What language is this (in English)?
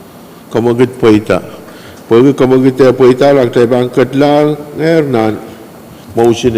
Pohnpeian